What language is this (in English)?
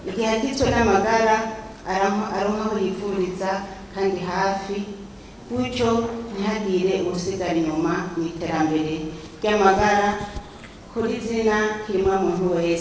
Rundi